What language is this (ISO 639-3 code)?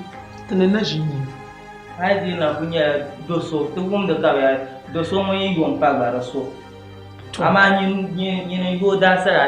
dag